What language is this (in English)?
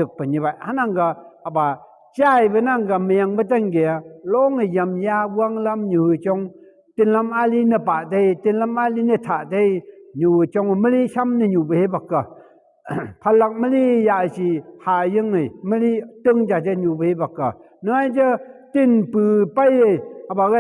Phom Naga